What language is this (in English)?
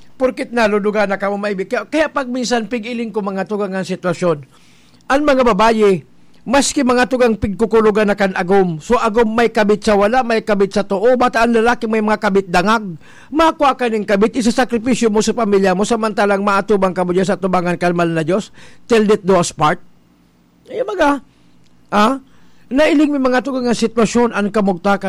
Bikol